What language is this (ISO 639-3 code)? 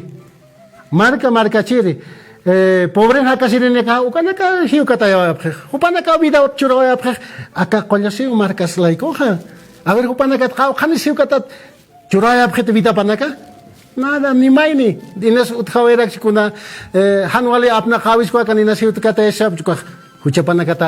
aym